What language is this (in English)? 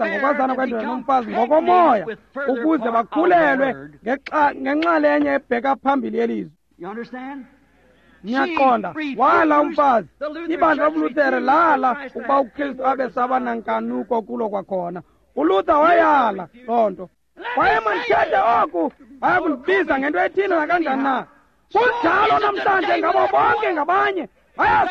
Xhosa